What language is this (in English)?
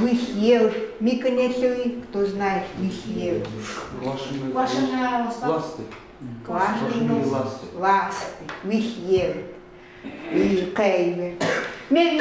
Chukot